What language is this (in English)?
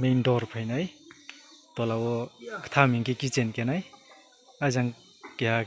Riang (India)